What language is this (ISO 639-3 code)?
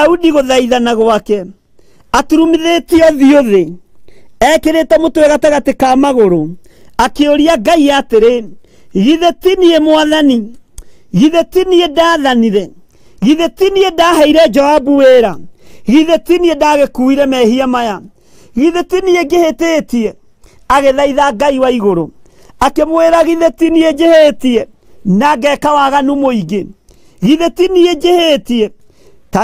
kik